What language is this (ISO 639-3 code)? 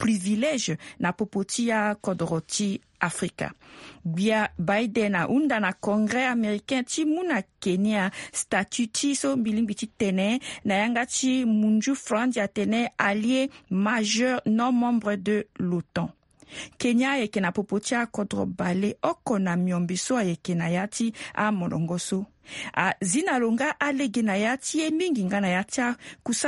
sag